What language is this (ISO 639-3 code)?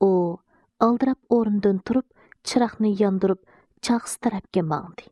uig